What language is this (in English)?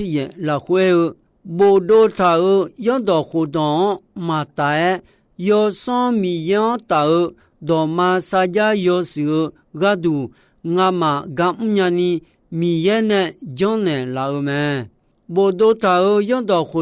Akha